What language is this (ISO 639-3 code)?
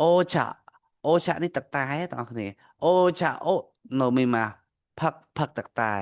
khm